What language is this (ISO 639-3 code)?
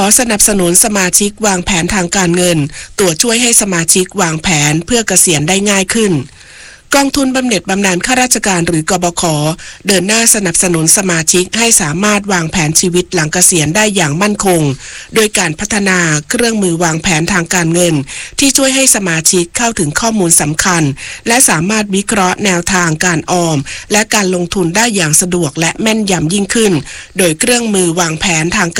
tha